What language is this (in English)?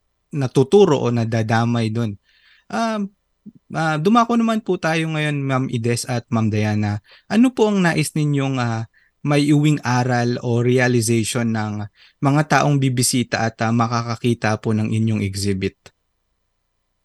Filipino